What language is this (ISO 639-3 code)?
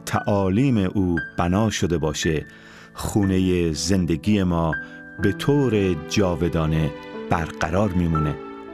fas